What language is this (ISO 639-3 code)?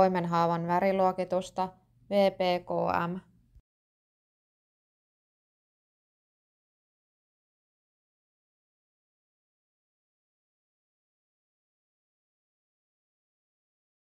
fin